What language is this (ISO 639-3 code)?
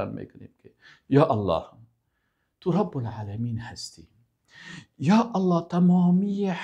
fas